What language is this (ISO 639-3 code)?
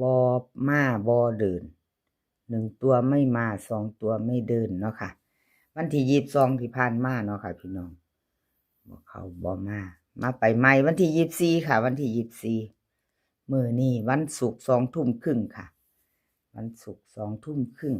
tts